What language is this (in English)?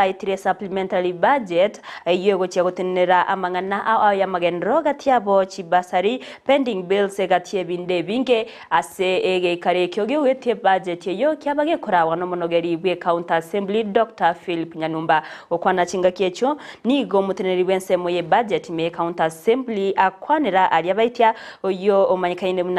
Gusii